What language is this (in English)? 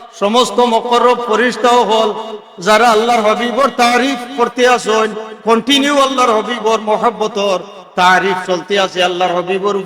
Sylheti